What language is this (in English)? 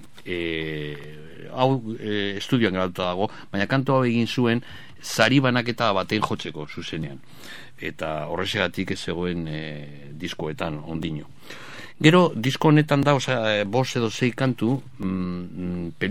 Basque